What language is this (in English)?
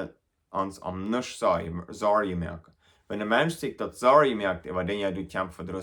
Plautdietsch